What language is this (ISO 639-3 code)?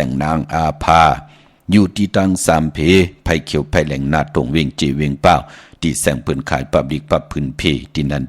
shn